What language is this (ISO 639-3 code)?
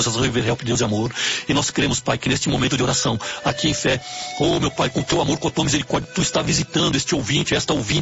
por